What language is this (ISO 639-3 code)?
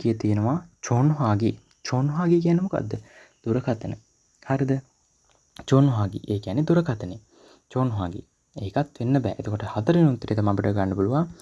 sin